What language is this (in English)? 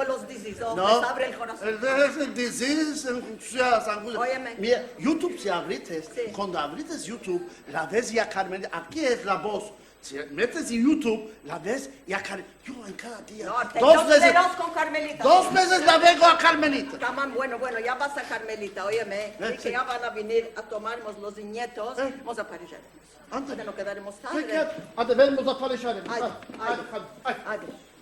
Ladino